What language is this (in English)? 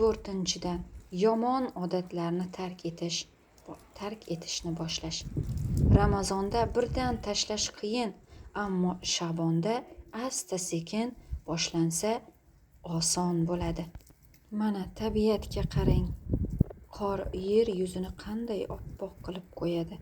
Uzbek